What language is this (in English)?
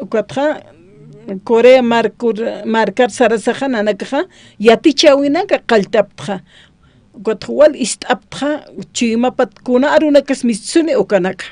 Aymara